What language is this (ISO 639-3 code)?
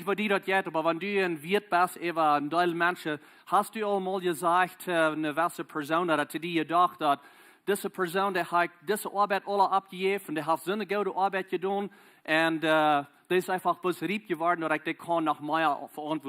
pdt